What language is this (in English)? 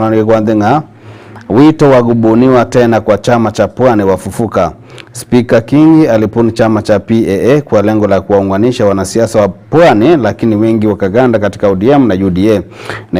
Gusii